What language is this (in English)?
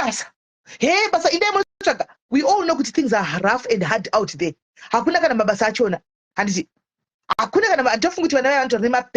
Shona